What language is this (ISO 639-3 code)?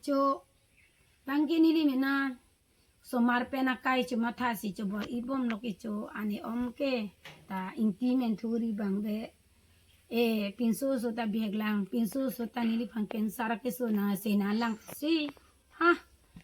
mjw